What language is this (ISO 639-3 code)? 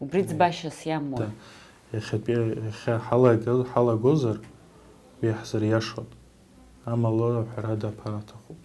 abk